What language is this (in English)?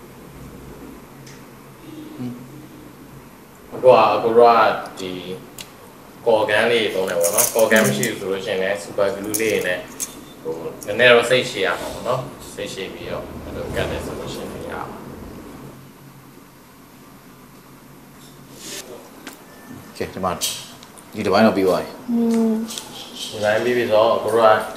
Burmese